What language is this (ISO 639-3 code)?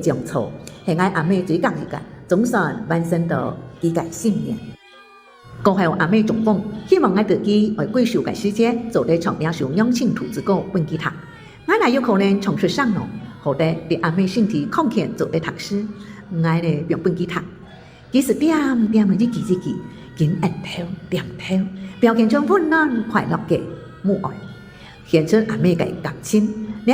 hak